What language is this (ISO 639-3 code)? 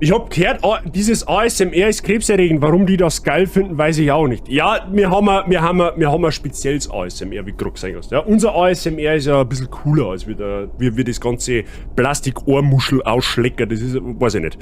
bar